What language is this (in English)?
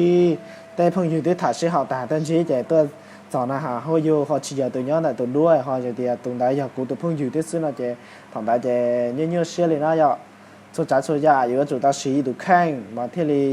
Hmong